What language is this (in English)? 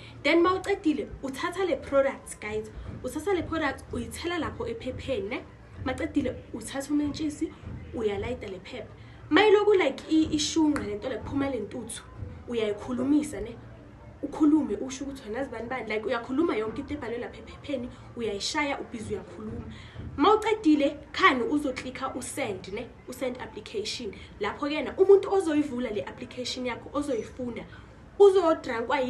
Zulu